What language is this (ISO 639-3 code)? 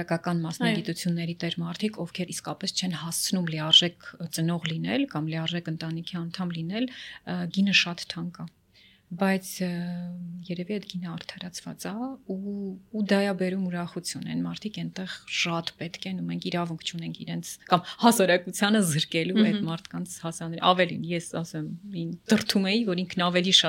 hye